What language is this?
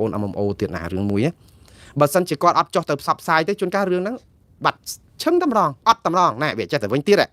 Khmer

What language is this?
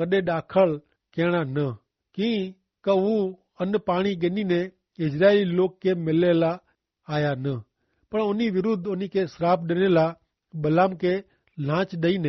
Kachhi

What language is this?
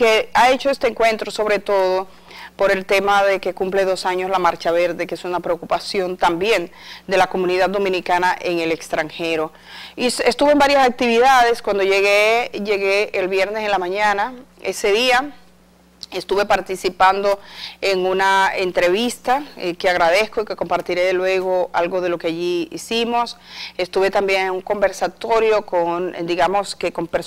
Spanish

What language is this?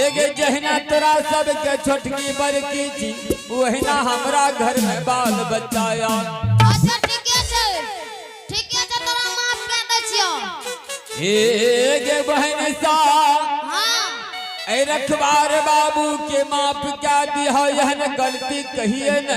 Angika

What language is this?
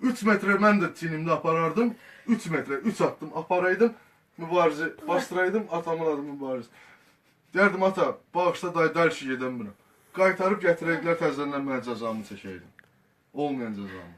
Azerbaijani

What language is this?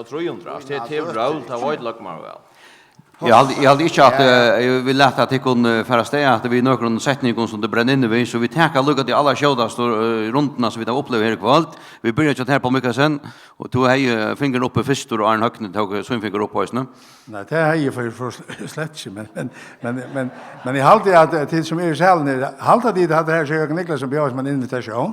Faroese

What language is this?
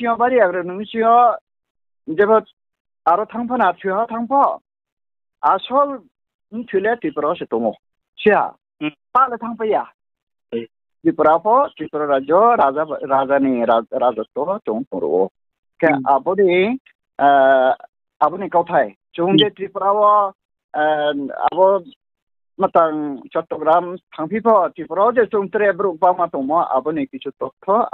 Riang (India)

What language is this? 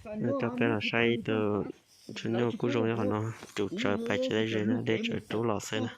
Hmong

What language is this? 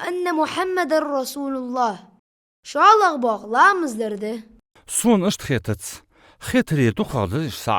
Ingush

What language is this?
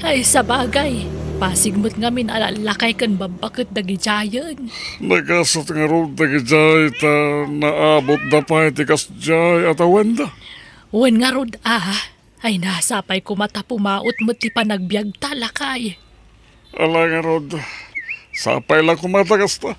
Iloko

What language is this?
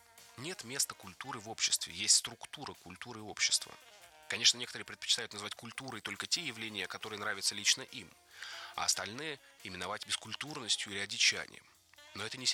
Russian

